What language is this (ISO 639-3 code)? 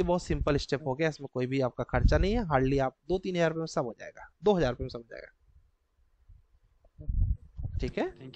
hin